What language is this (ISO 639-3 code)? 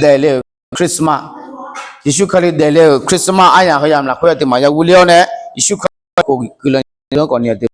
ahk